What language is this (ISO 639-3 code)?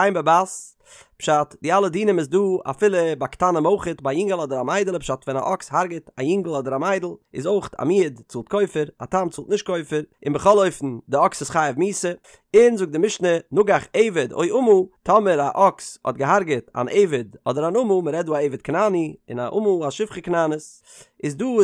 yid